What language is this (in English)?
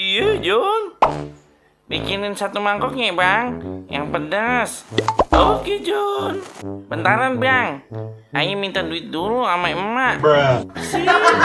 Betawi